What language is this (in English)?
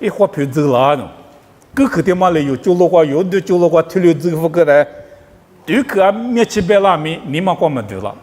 Lisu